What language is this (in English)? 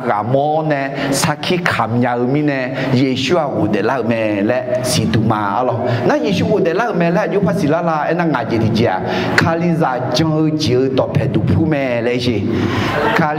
Akha